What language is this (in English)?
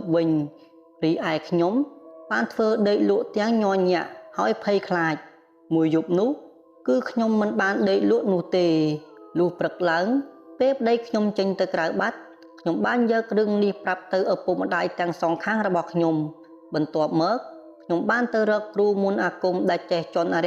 Khmer